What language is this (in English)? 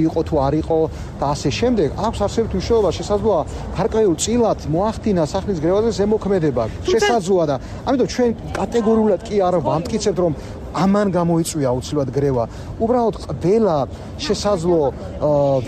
Georgian